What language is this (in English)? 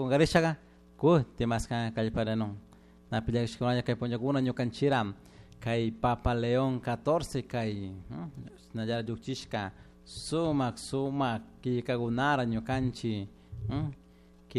Chimborazo Highland Quichua